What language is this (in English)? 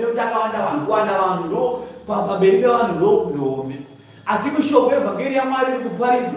Shona